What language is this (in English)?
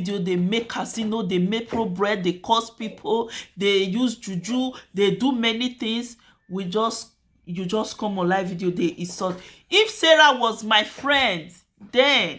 Nigerian Pidgin